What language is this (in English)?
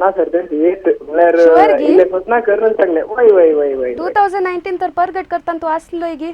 Konkani